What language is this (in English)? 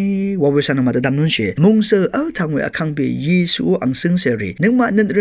Rawang